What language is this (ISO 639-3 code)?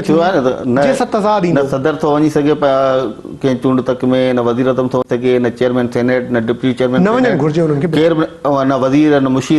snd